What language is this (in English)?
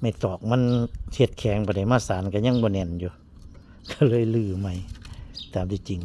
Northeastern Thai